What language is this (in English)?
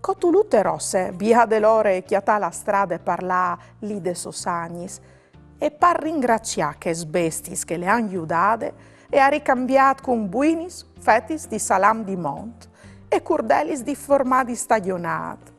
Friulian